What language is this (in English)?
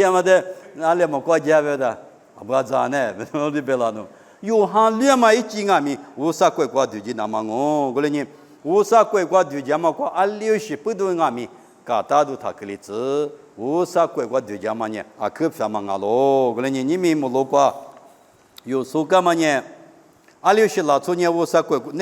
Lisu